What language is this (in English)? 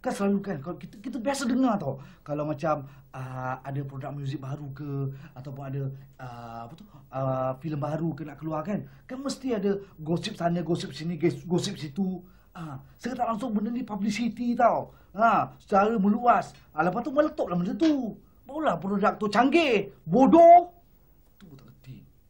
Malay